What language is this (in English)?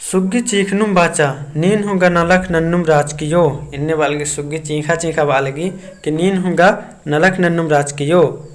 Kurukh